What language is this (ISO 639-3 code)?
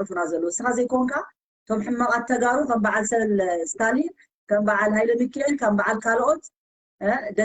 tir